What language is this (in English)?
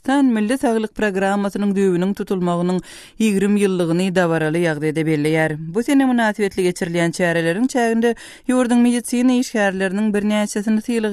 Turkmen